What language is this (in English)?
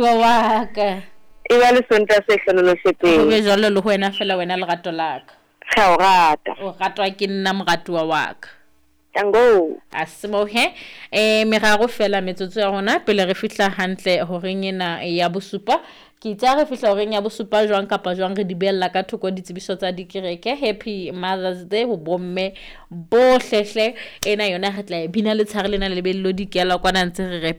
Southern Sotho